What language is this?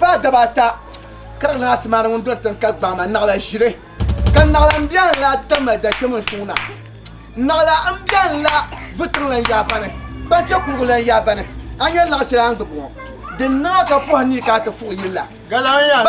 Dagbani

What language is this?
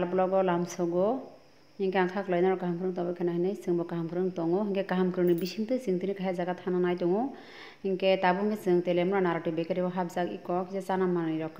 Kok Borok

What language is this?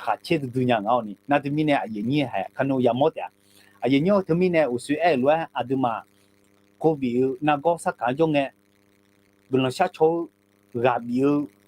Akha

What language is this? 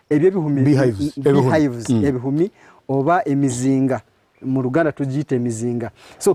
Nyankole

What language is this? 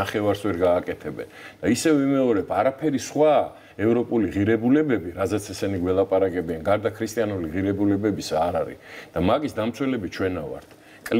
Georgian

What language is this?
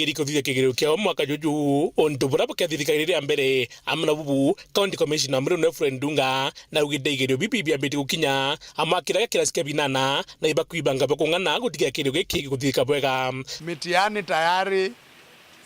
Meru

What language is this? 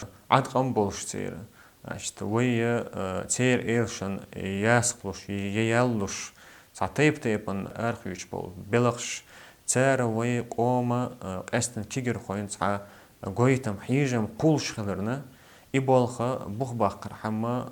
Chechen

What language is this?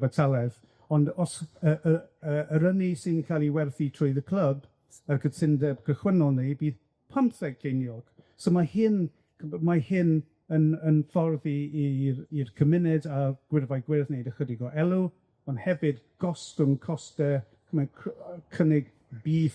Welsh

